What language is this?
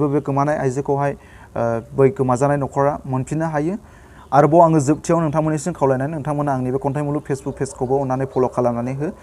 Bodo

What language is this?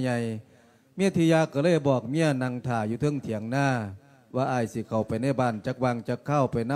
Lao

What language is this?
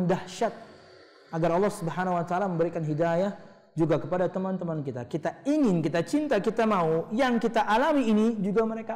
Indonesian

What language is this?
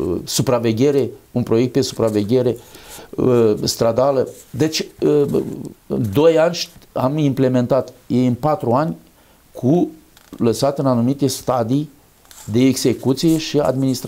Romanian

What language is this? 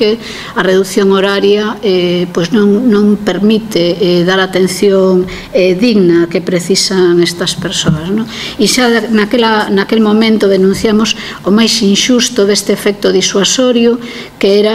Galician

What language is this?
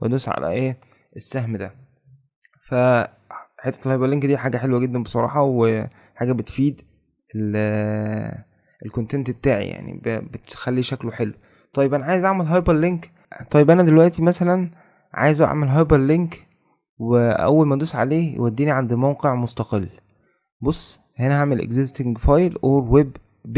Egyptian Arabic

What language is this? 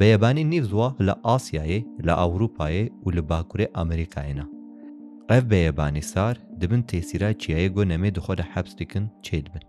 Kurdish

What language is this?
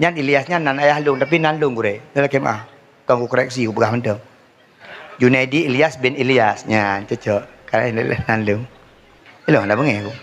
Achinese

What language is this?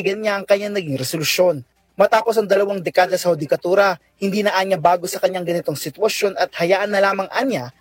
Filipino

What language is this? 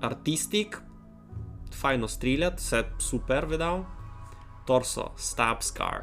Rusyn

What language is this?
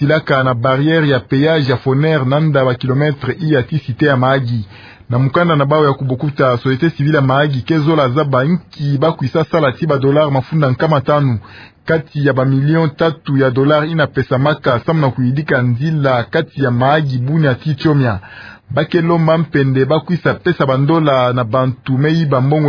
Kituba (Democratic Republic of Congo)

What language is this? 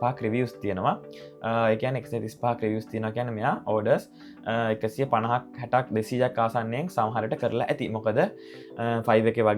Sinhala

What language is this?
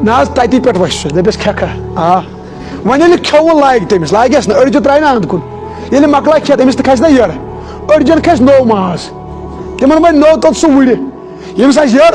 Kashmiri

